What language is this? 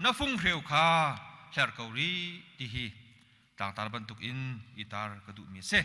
Hakha Chin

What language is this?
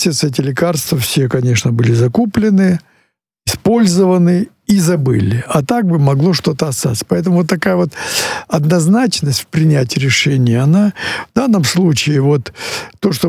Russian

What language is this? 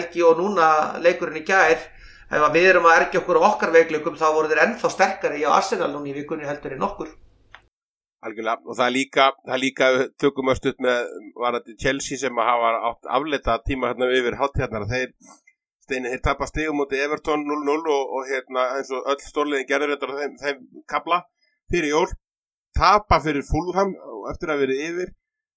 Icelandic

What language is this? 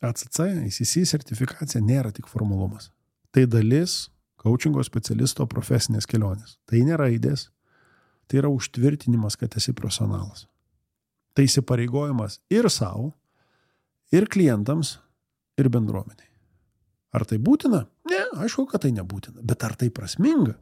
Lithuanian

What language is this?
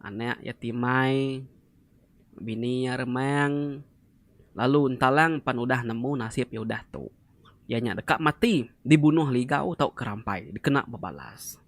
Iban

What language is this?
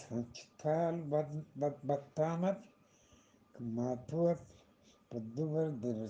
Eastern Balochi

